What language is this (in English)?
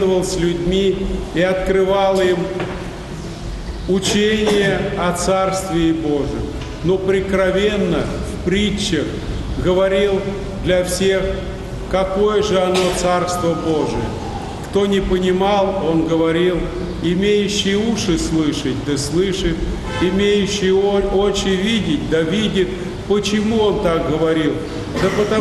Russian